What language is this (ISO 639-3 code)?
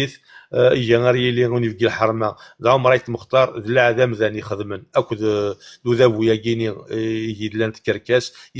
kab